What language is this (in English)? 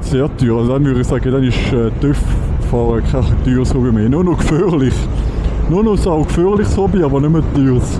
Swiss German